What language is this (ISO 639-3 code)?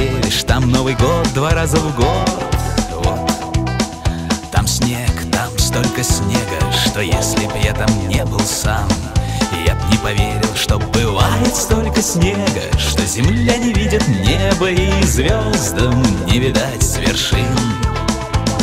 rus